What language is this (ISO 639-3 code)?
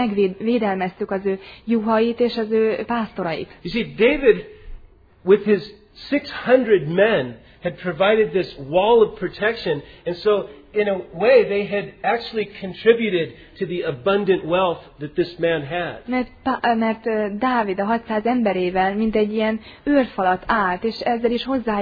hun